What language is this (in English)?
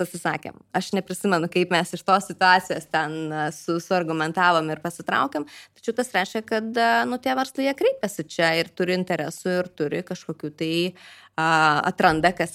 Lithuanian